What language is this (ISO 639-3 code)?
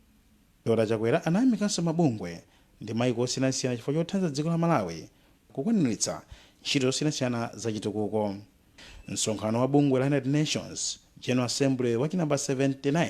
nya